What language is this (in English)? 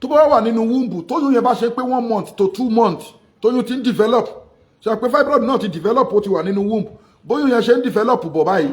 Yoruba